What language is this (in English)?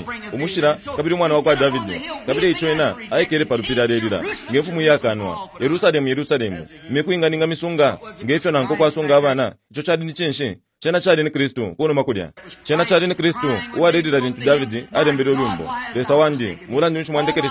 Bemba